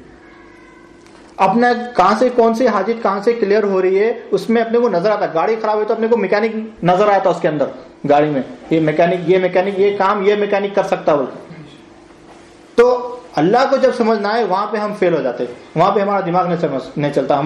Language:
Urdu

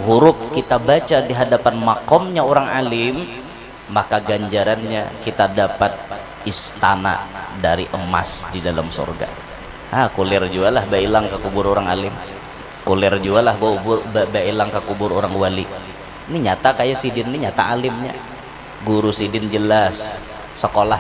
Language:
Banjar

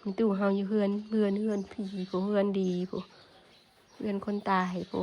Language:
Northeastern Thai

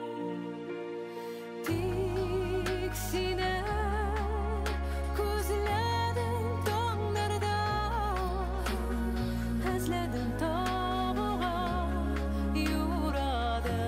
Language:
Tatar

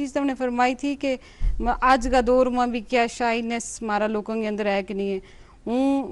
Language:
Gujari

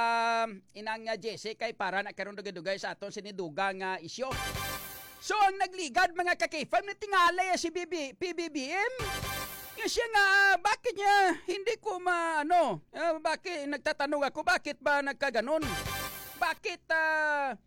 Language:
Hiligaynon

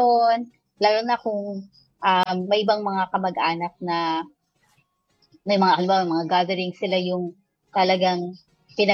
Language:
Filipino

